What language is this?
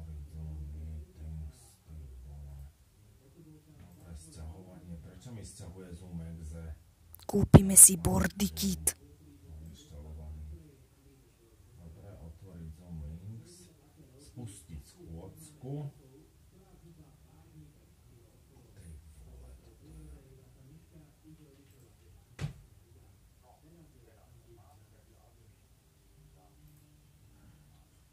Slovak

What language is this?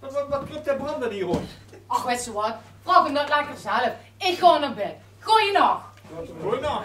Limburgish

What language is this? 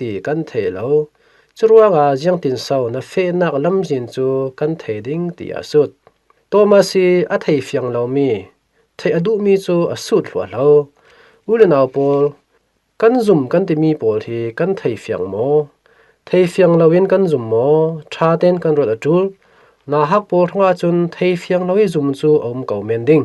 Falam Chin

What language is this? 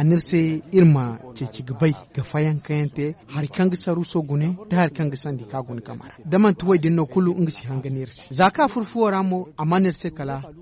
Zarma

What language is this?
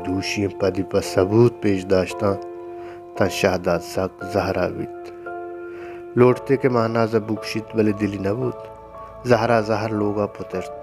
Baluchi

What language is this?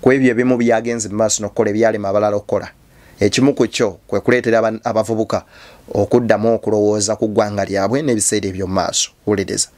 Ganda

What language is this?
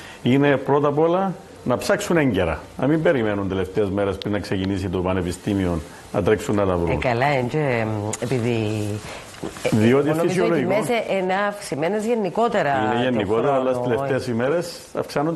Greek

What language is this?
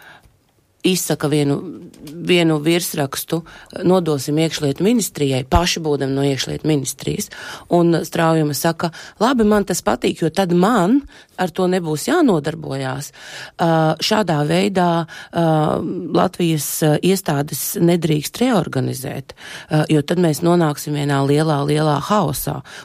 Latvian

